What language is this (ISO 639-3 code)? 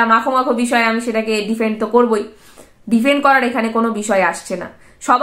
ben